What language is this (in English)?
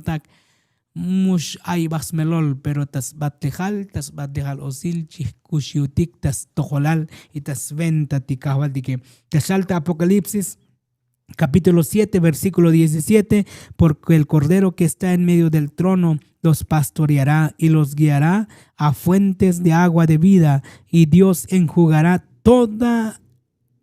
Tzotzil